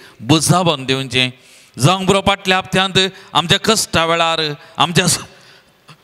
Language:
Konkani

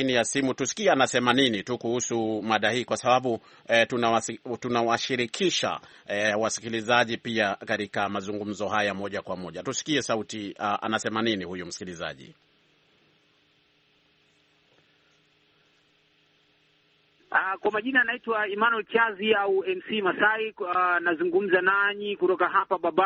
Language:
Swahili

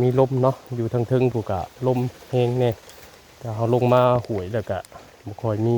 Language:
Northeastern Thai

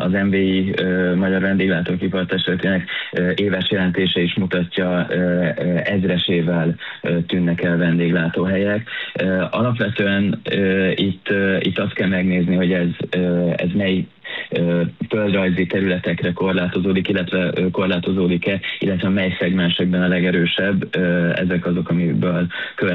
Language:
Hungarian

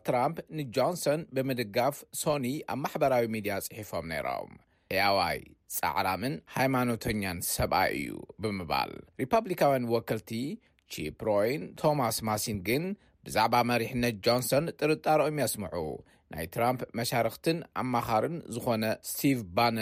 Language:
Tigrinya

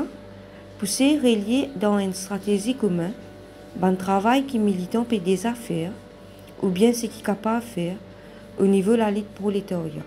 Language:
Morisyen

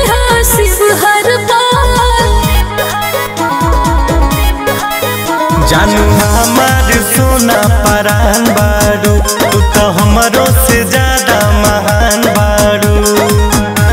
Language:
Bhojpuri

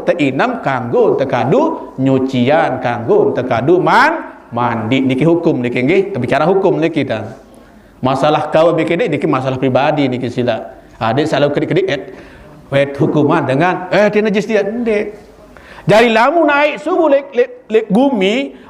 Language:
Sasak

